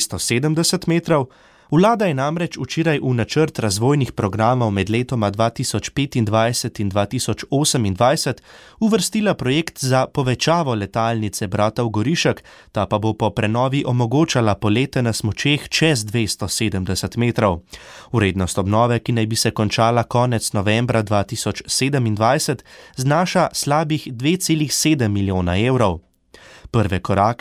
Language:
Slovenian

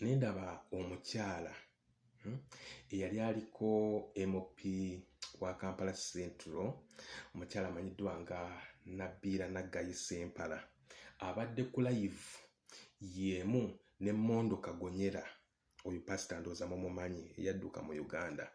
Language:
Ganda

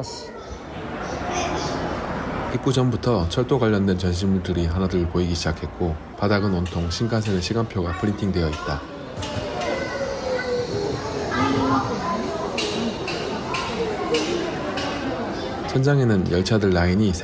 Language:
Korean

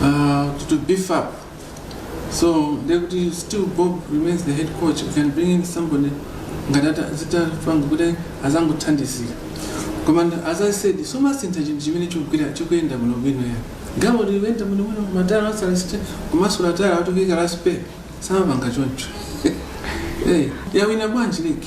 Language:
Nyanja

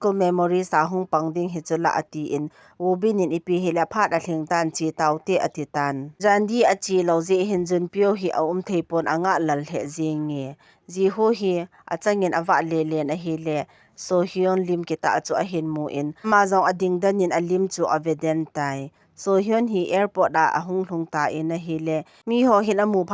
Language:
Thado Chin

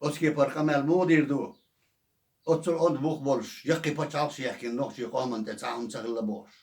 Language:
Chechen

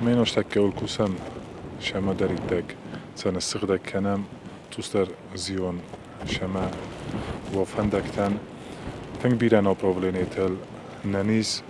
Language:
Ossetic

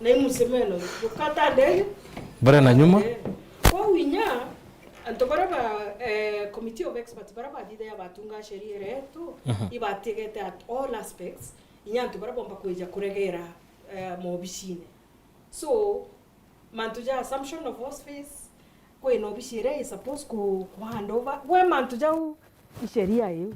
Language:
Meru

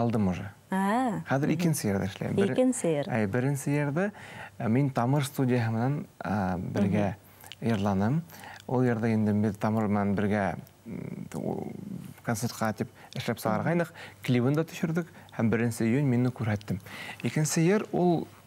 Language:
Bashkir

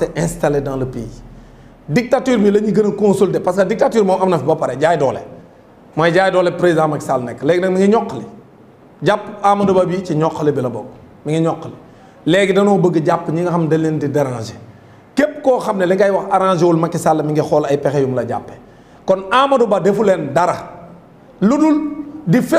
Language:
Wolof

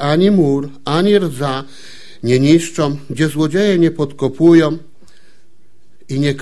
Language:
Polish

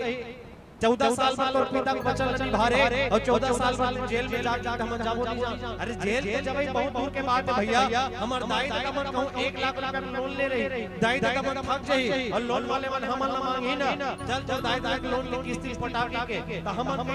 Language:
Chhattisgarhi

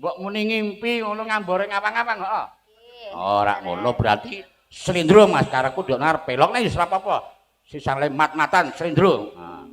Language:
Javanese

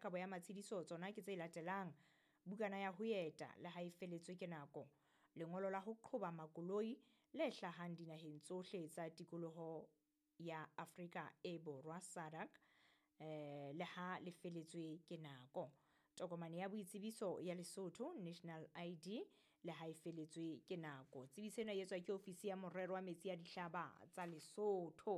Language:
Southern Sotho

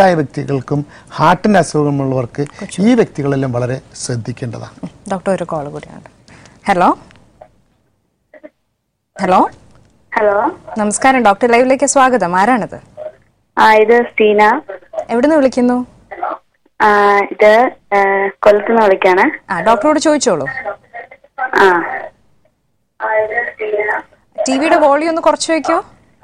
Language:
Malayalam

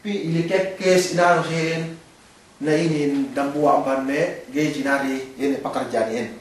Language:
Yakan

